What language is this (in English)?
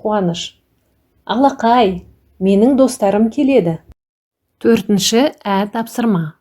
Kazakh